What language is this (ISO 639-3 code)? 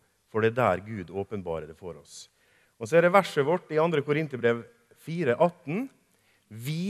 nor